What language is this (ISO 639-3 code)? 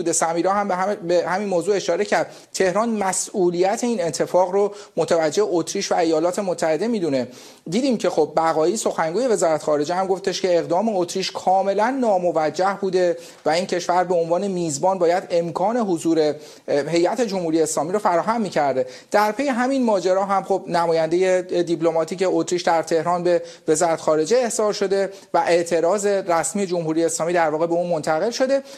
fas